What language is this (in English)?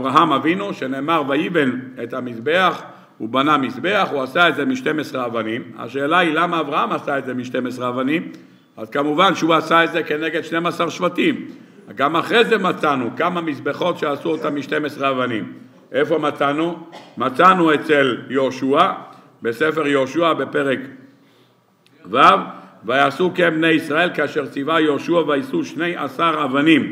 Hebrew